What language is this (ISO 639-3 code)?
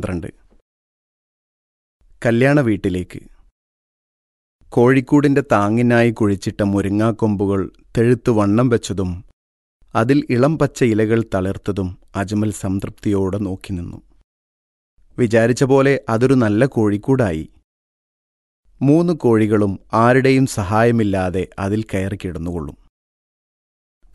mal